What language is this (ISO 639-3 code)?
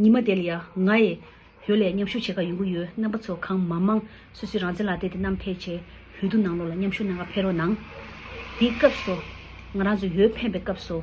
bod